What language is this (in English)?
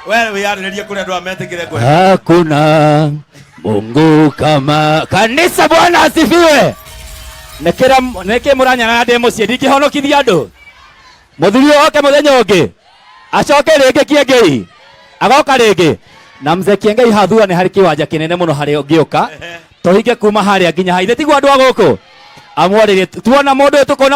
Kikuyu